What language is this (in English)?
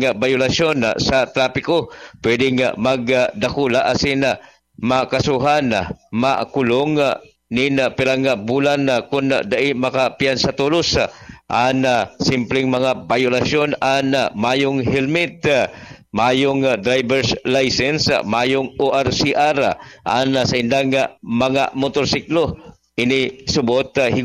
Bikol